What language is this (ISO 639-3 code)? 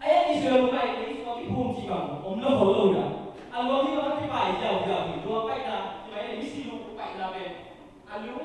ctd